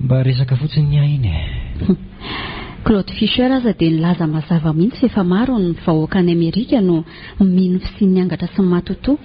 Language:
Malagasy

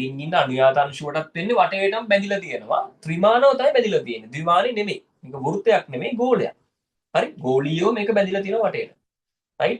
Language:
Sinhala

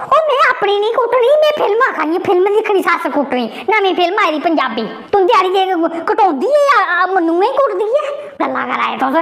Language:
Dogri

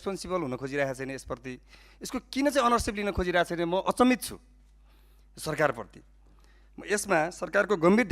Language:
Nepali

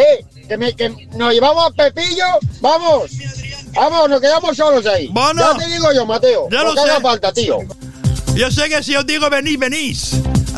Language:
Spanish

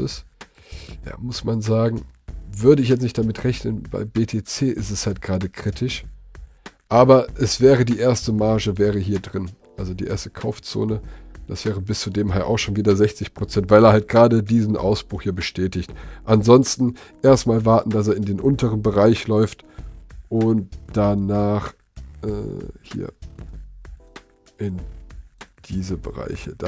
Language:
German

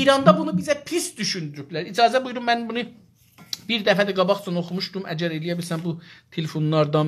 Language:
South Azerbaijani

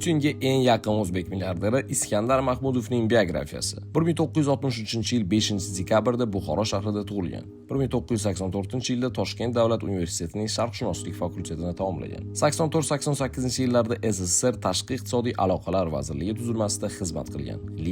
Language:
Uzbek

